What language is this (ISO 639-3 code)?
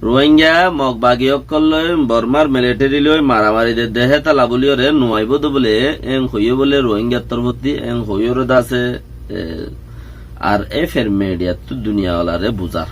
rhg